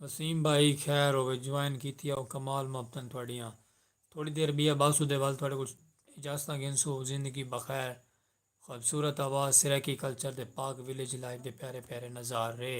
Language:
Saraiki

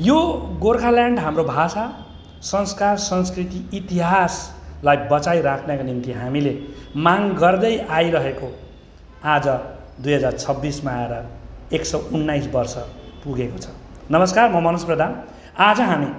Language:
Nepali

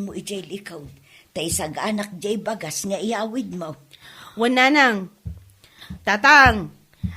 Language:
Iloko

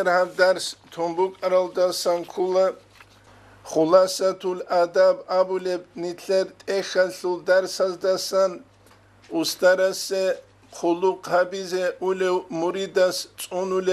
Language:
Avaric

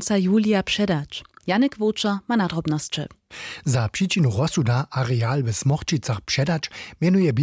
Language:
Upper Sorbian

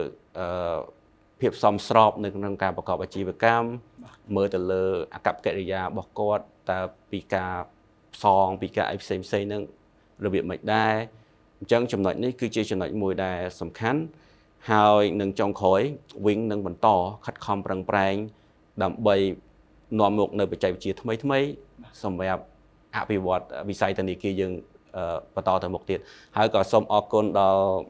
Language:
Khmer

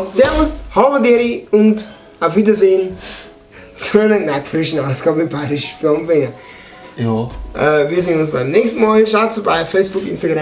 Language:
Bavarian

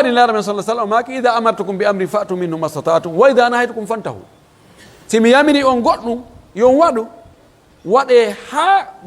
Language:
Pular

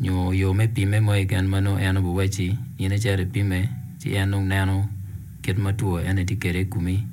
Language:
Acoli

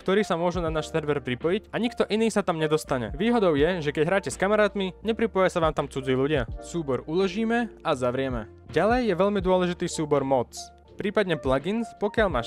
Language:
Slovak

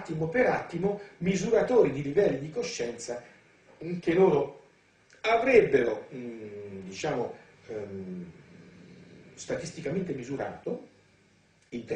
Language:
Italian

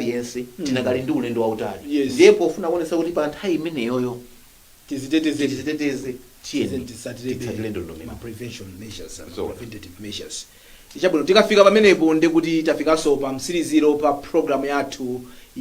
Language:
Nyanja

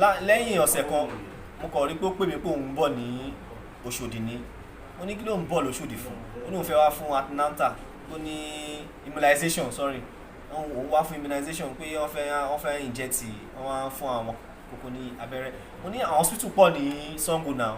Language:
Yoruba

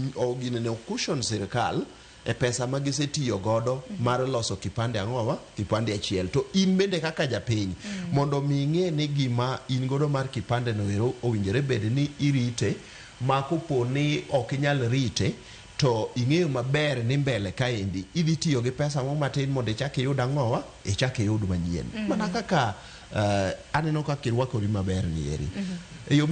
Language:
Luo (Kenya and Tanzania)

